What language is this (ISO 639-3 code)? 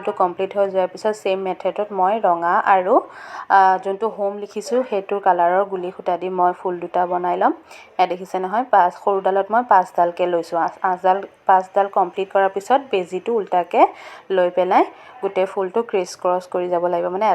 asm